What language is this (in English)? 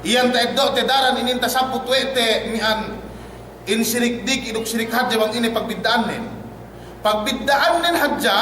Yakan